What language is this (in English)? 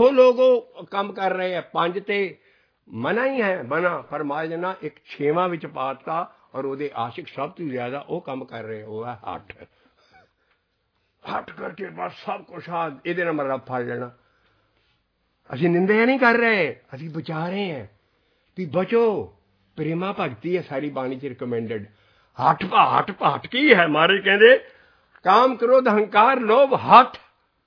Punjabi